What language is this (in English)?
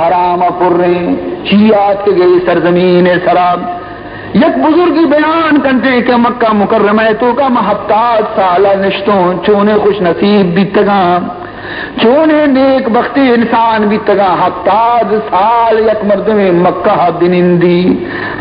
Baluchi